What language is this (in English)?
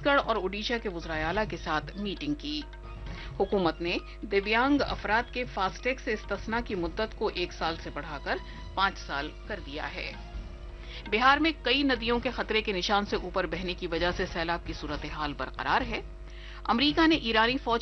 Urdu